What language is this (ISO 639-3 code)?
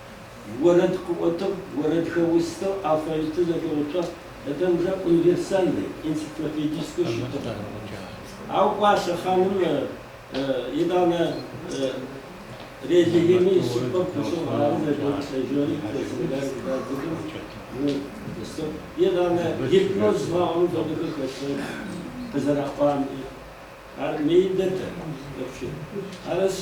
ady